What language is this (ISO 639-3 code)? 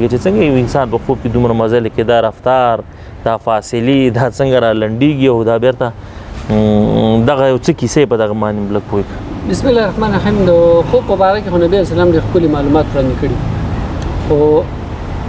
pus